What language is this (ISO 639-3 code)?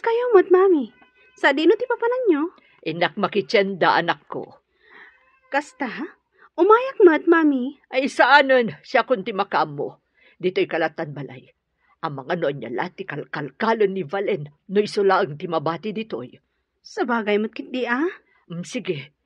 ilo